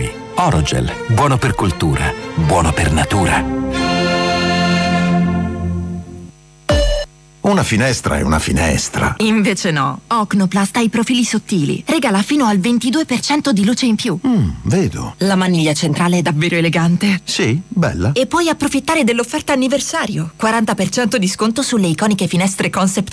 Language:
Italian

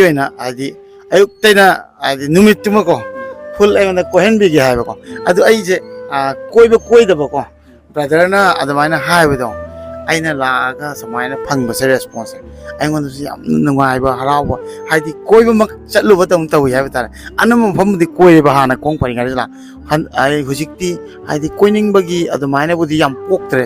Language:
Manipuri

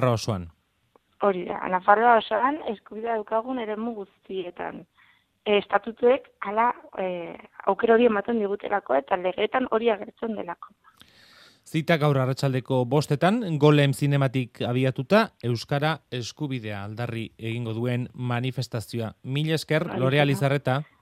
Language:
Basque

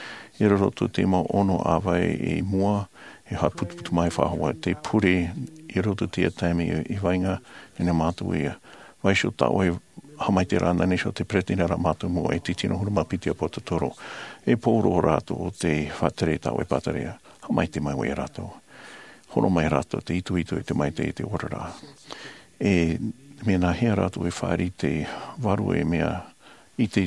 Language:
Tahitian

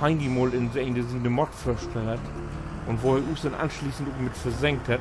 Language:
Low German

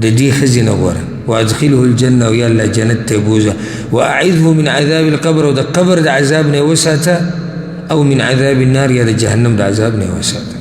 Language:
Pashto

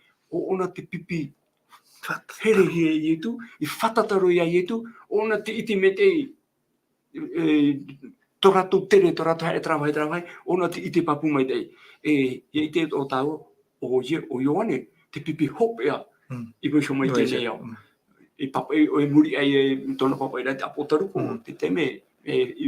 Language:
Tahitian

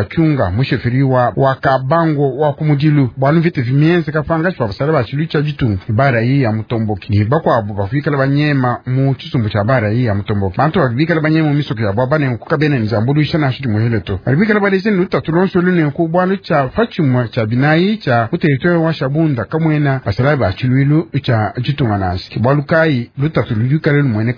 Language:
Luba-Lulua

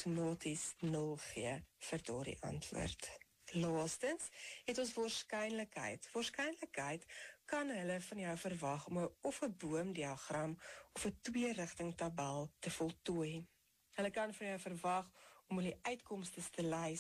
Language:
Afrikaans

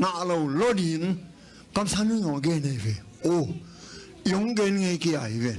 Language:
Tedim Chin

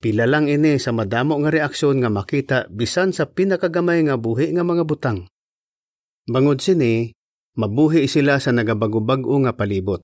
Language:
Hiligaynon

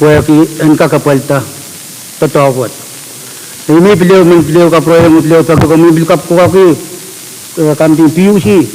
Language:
Pohnpeian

